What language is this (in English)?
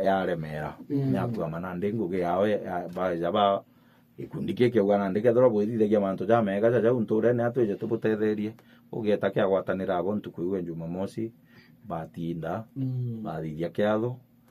Meru